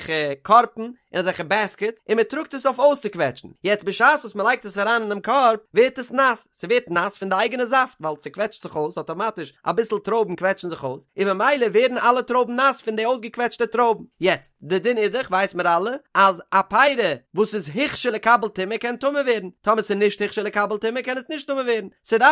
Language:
Yiddish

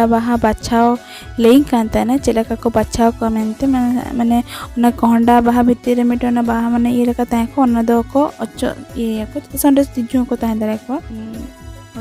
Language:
Santali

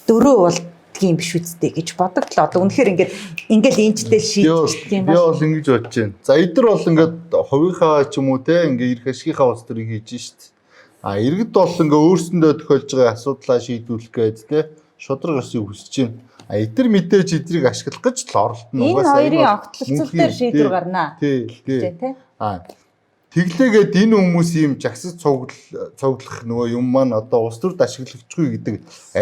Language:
Mongolian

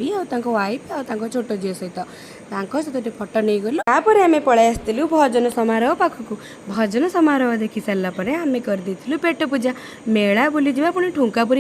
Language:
Odia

